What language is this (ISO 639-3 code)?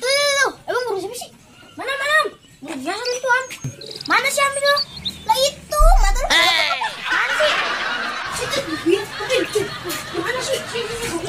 bew